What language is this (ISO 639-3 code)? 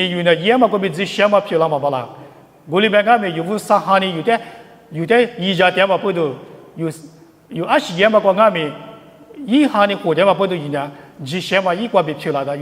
lis